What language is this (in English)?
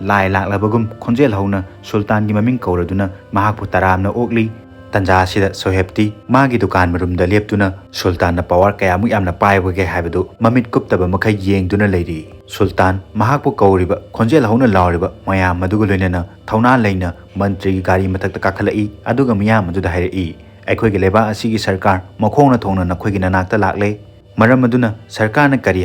Manipuri